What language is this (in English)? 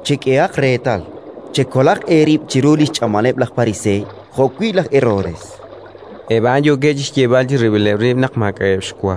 Kekchí